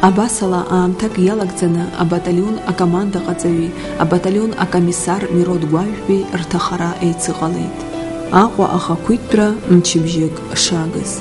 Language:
Abkhazian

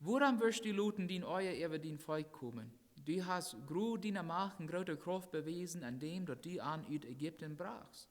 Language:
Plautdietsch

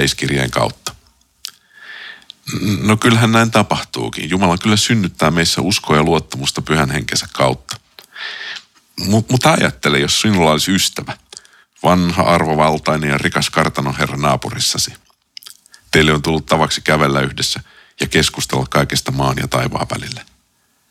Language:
Finnish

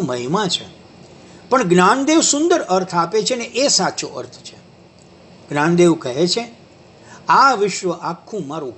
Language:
Gujarati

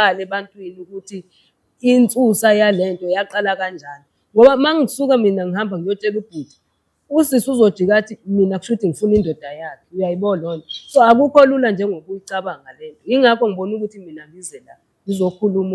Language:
Zulu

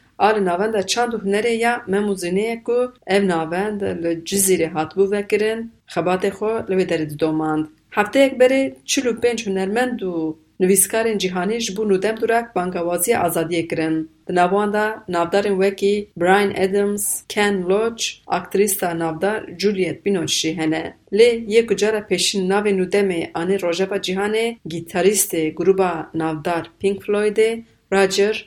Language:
Kurdish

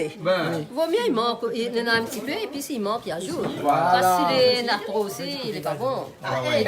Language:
Réunion Creole French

